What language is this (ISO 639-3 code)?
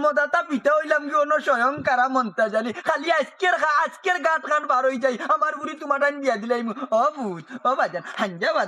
syl